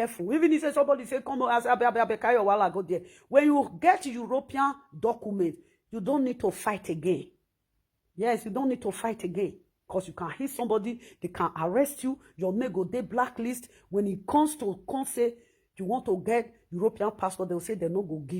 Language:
Nigerian Pidgin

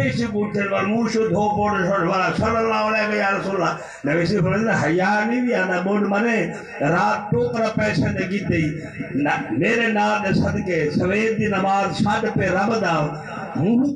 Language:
Saraiki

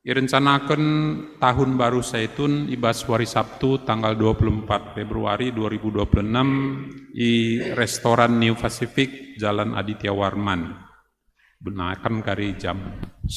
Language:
Batak Karo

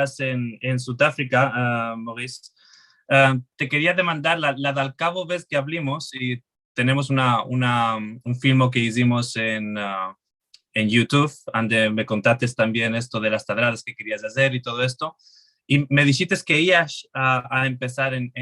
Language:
Ladino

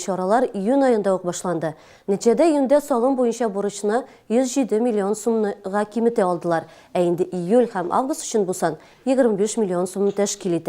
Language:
Tatar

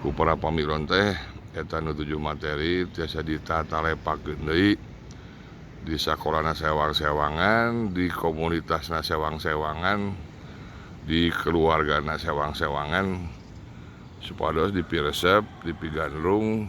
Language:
Sundanese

